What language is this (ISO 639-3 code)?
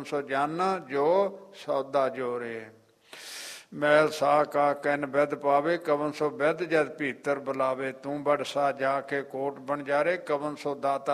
pan